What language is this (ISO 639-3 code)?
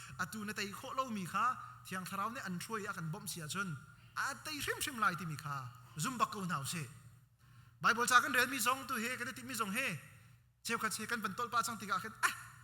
cnh